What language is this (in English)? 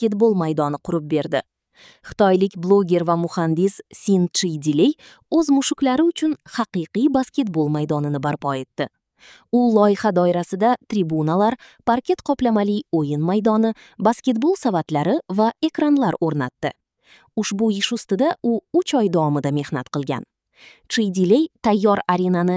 Uzbek